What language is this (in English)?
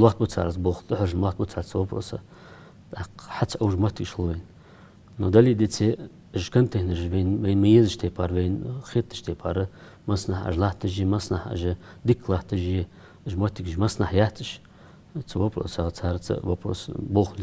Ingush